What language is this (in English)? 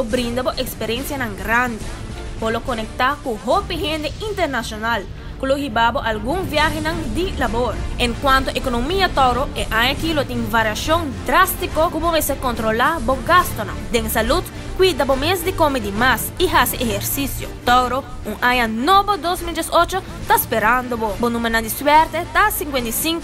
Papiamento